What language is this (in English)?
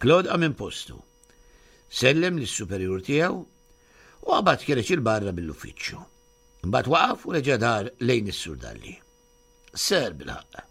Maltese